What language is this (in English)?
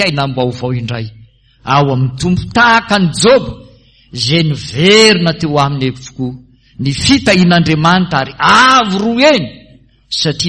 Malagasy